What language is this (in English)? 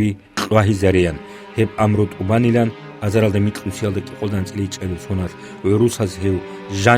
Avaric